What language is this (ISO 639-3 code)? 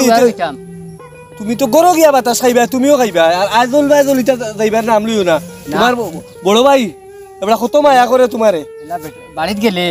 syl